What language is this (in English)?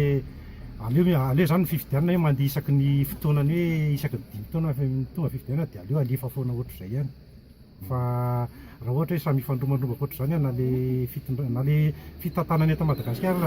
Malagasy